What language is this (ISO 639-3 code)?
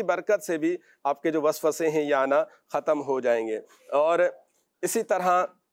urd